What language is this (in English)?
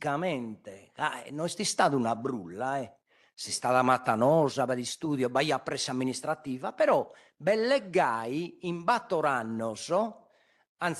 Sardinian